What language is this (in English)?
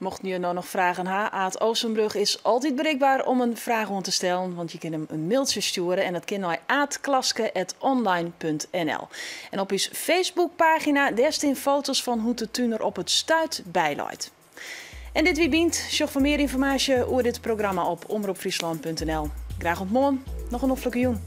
Western Frisian